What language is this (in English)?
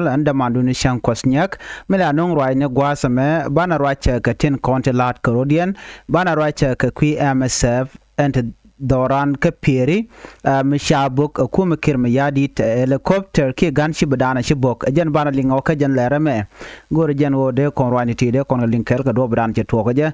Nuer